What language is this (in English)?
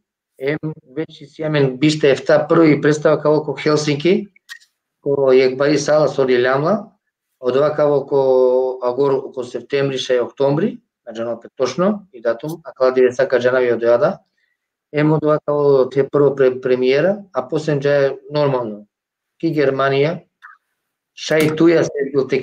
Balkan Romani